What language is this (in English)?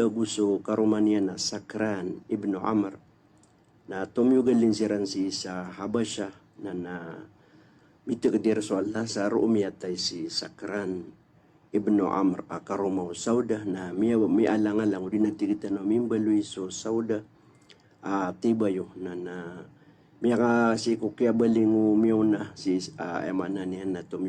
Maranao